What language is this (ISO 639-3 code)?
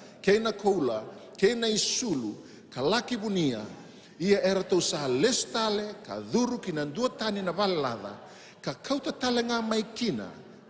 fij